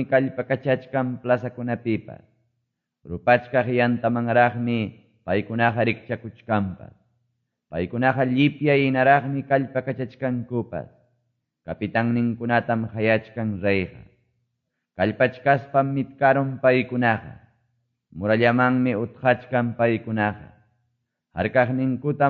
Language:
Quechua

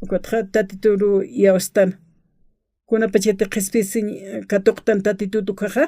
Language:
Aymara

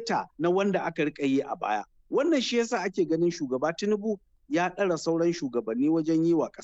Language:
Hausa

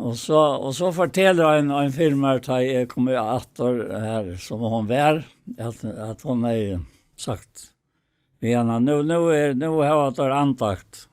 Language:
Faroese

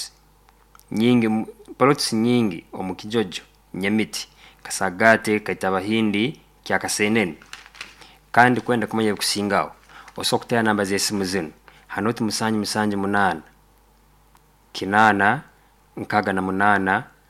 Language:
Nyoro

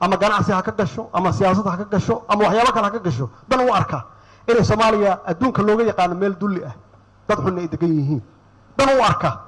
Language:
Somali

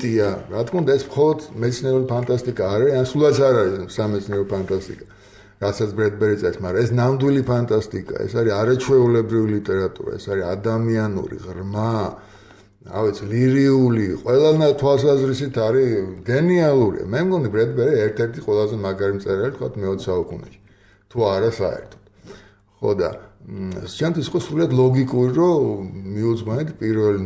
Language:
Georgian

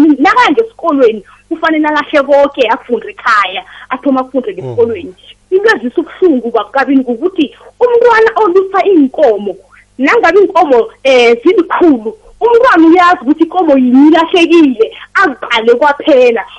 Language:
South Ndebele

